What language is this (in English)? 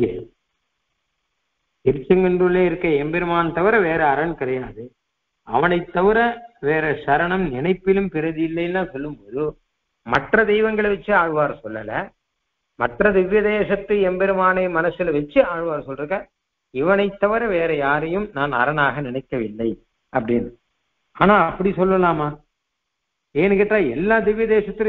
Tamil